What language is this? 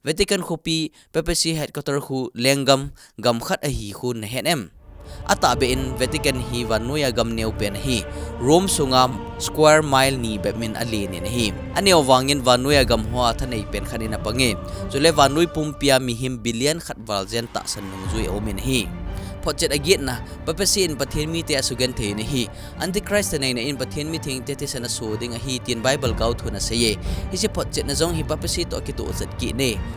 Thado Chin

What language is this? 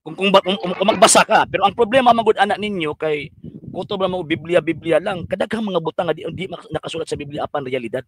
Cebuano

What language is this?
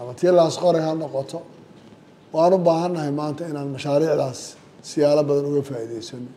Somali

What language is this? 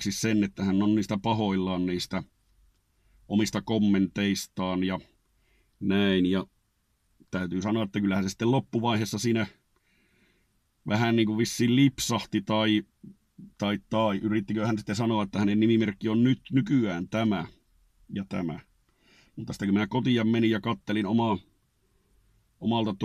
Finnish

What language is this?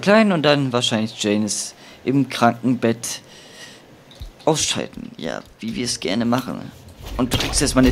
German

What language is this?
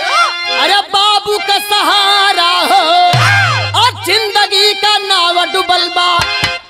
Bhojpuri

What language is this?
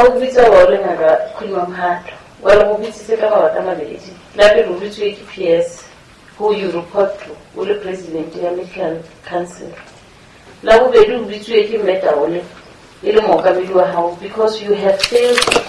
Southern Sotho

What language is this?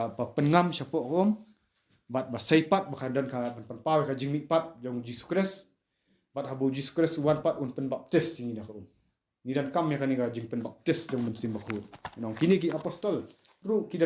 Khasi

